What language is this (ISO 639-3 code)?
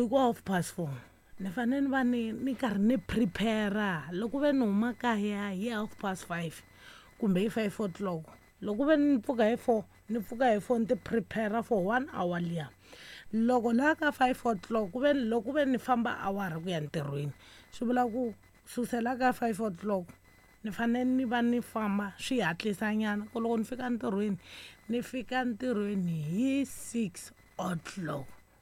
tso